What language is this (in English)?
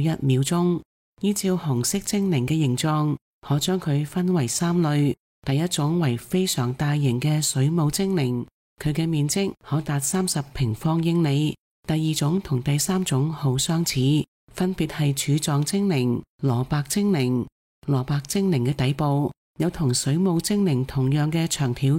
Cantonese